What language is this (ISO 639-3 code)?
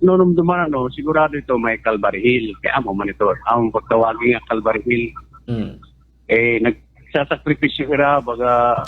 war